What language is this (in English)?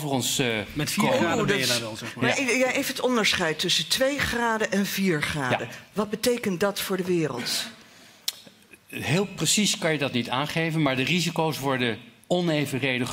Dutch